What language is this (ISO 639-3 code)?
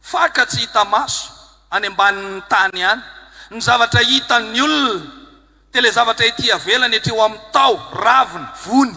mlg